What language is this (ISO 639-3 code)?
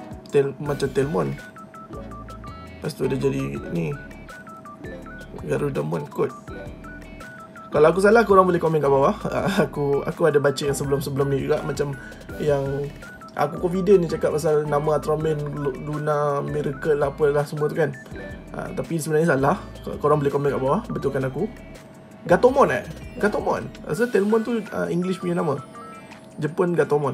msa